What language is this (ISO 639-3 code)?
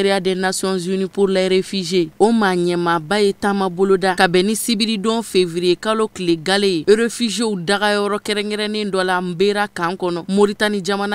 bam